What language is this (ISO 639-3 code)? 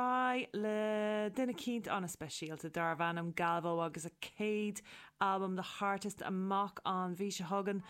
gle